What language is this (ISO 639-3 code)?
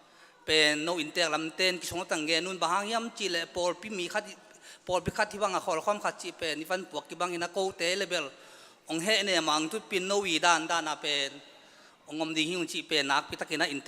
ctd